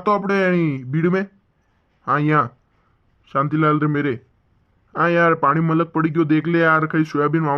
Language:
Rajasthani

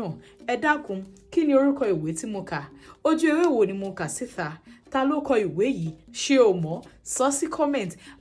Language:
Yoruba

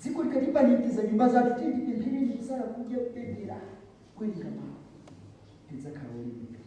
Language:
Nyanja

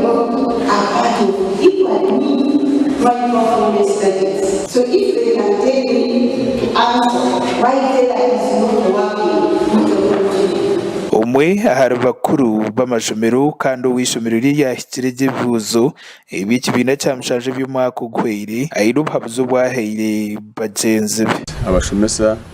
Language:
Nyankole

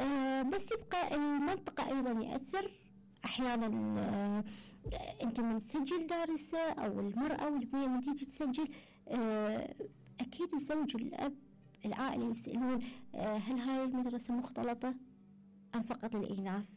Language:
Mesopotamian Arabic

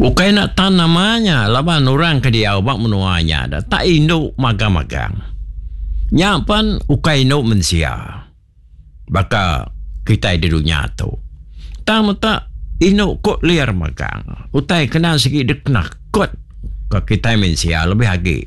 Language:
Iban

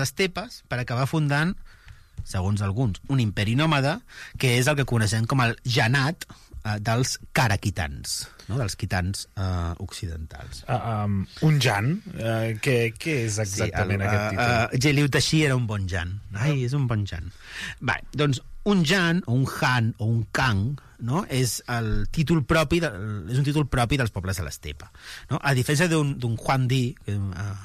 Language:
Catalan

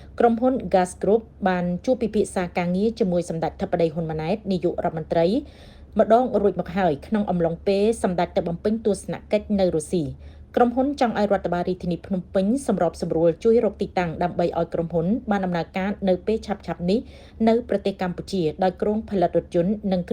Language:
Khmer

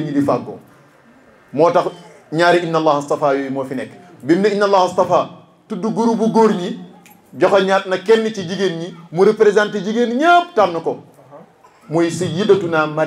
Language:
Wolof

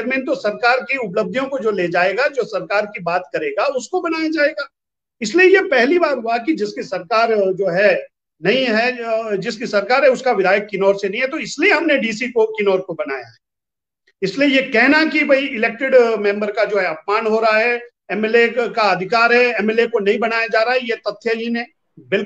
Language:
Hindi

